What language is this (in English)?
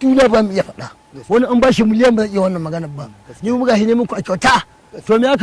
Hausa